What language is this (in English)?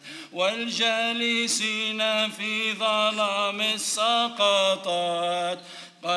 Arabic